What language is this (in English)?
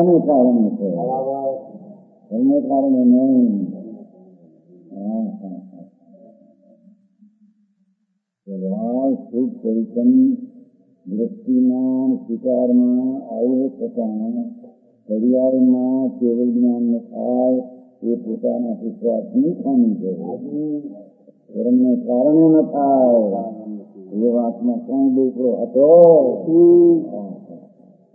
Gujarati